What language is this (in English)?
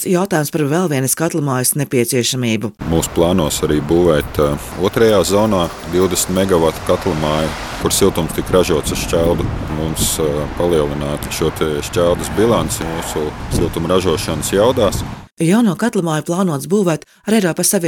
Latvian